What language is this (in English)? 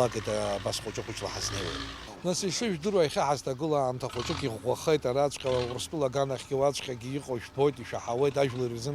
Abkhazian